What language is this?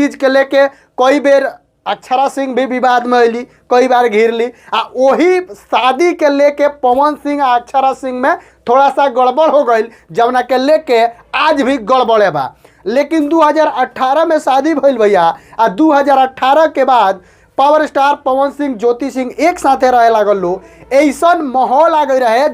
Bhojpuri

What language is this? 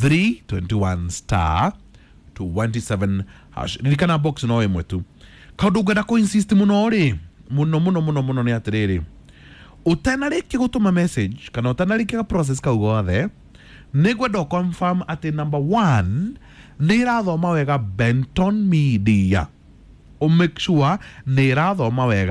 Kikuyu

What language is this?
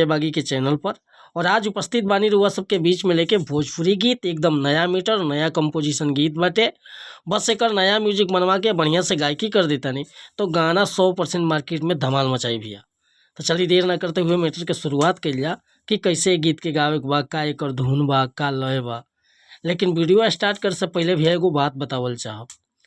Bhojpuri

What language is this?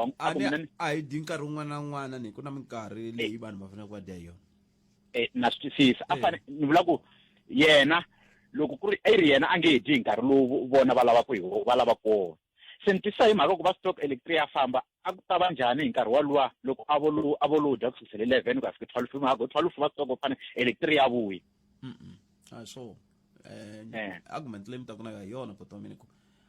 Tsonga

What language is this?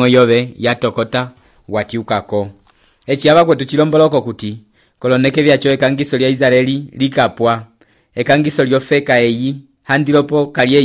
Umbundu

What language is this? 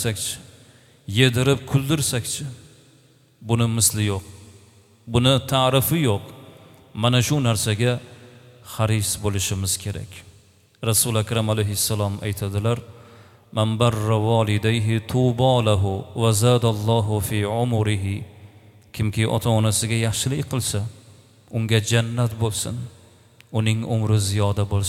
Uzbek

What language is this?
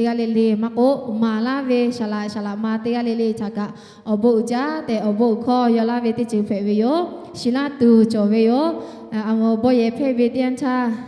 Lahu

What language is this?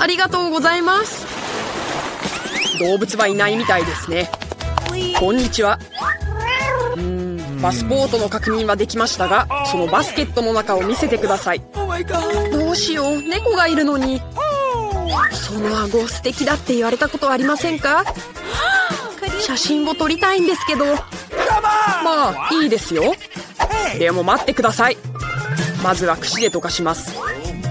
Japanese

